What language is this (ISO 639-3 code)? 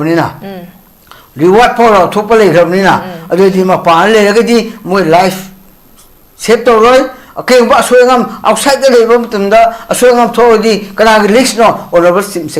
mni